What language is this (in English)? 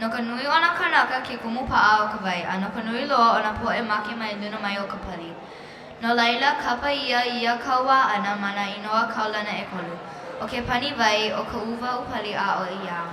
Hawaiian